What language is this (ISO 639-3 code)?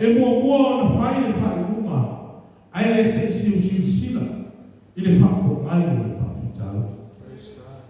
smo